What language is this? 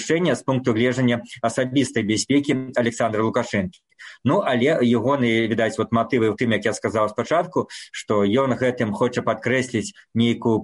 Belarusian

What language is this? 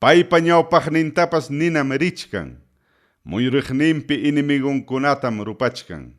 Ayacucho Quechua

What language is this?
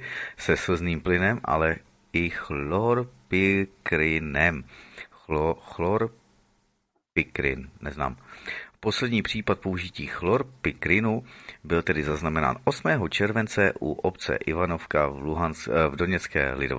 Czech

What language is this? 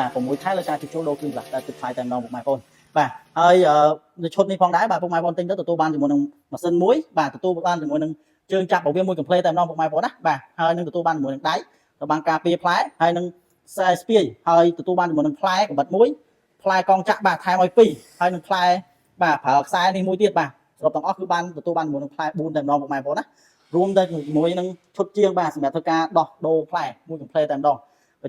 Khmer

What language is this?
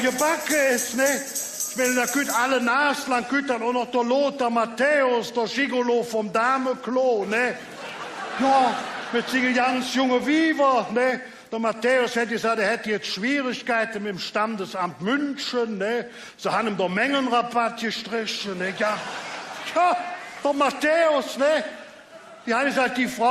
Colognian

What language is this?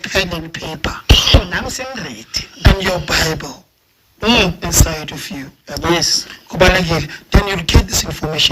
Zulu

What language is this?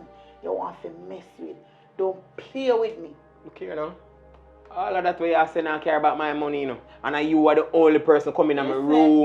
Jamaican Creole English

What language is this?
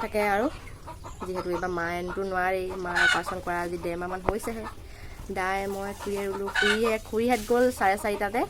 Assamese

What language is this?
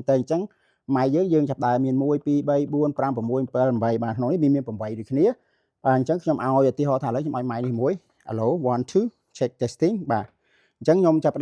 Khmer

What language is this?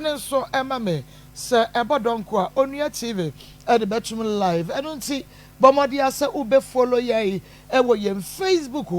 Akan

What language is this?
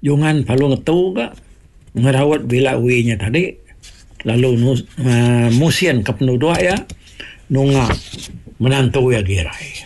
Iban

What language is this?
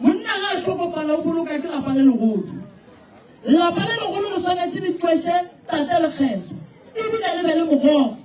Northern Sotho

